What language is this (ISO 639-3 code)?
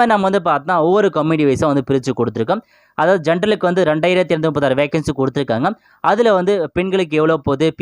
tam